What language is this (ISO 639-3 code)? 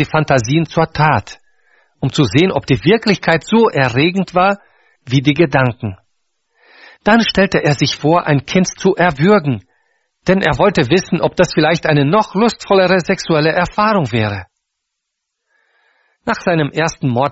deu